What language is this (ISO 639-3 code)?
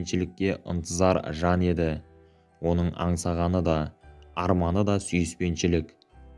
kaz